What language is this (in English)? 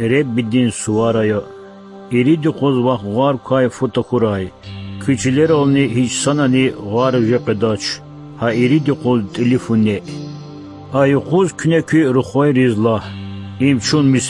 Lezghian